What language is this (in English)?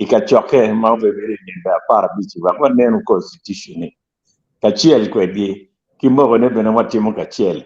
Acoli